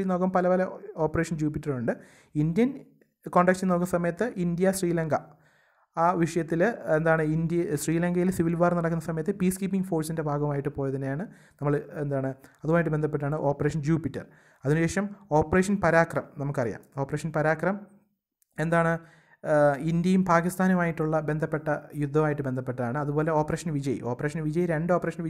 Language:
Malayalam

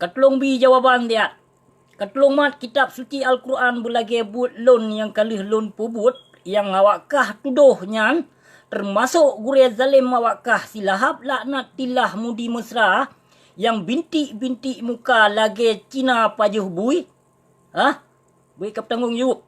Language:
Achinese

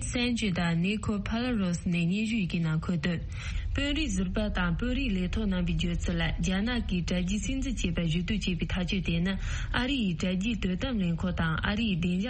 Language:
Tibetan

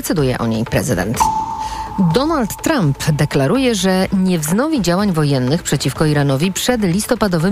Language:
Polish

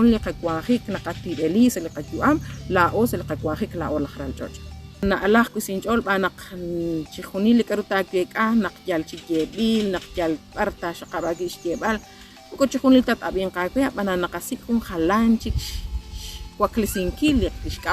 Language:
Kekchí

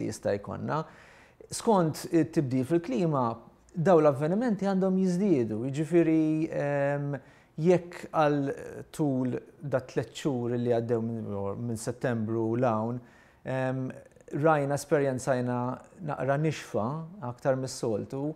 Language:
Maltese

